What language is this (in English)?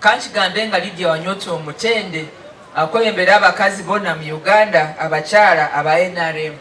Nyankole